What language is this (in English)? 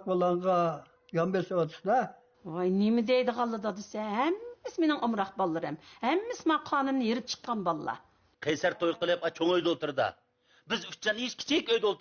Uyghur